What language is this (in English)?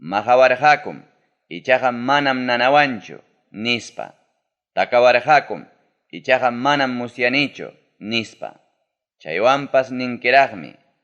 Ayacucho Quechua